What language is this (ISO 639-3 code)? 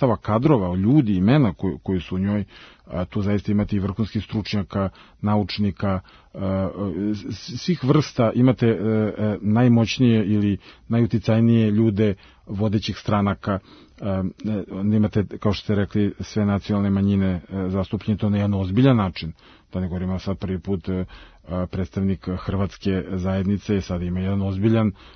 srp